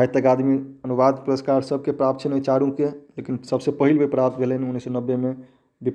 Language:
Maithili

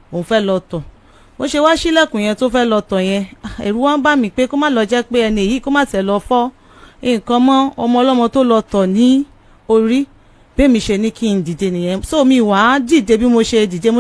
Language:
Yoruba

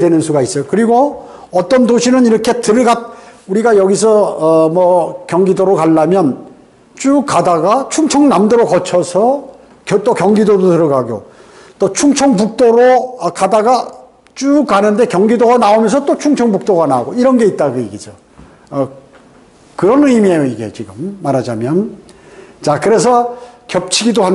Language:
Korean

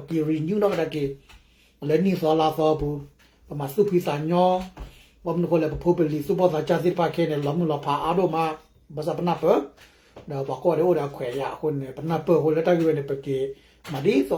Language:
S'gaw Karen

